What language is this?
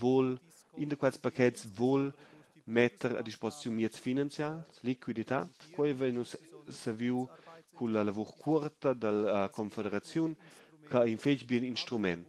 Romansh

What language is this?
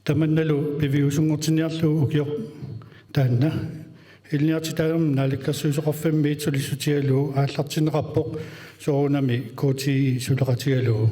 Kalaallisut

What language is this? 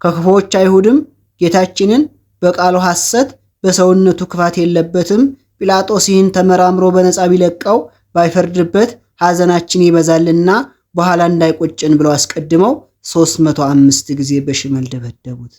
Amharic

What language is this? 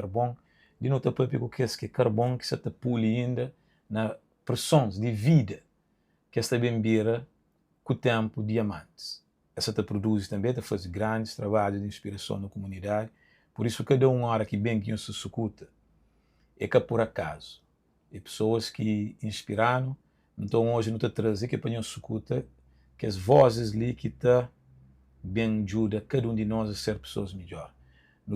Kabuverdianu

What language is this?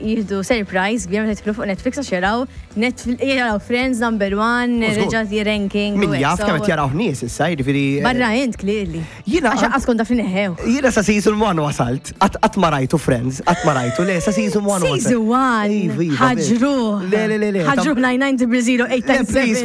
Maltese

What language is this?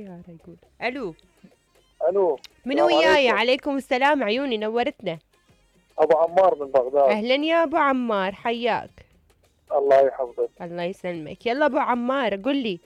Mesopotamian Arabic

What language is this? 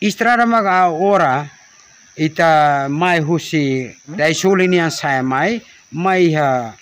Tetum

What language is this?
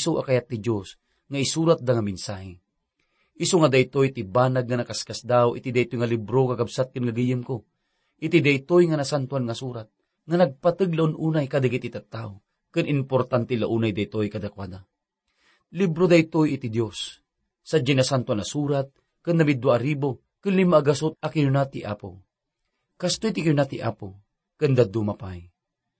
Iloko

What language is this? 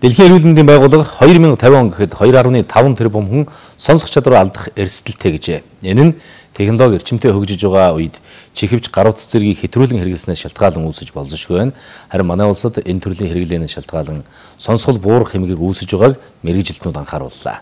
Mongolian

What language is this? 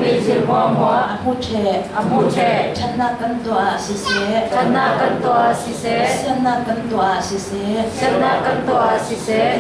Falam Chin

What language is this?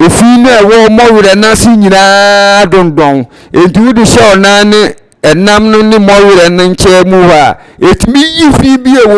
Akan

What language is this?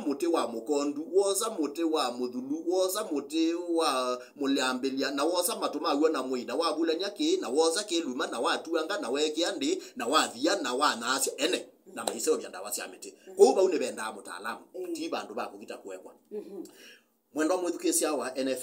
Kamba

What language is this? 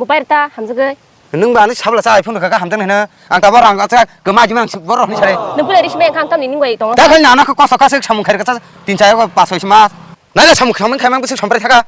Kok Borok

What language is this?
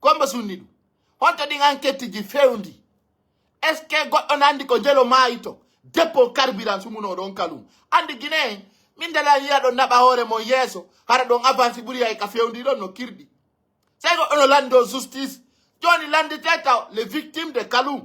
Pular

